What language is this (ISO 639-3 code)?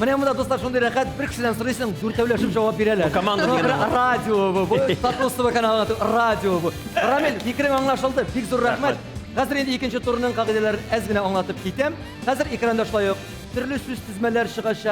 tat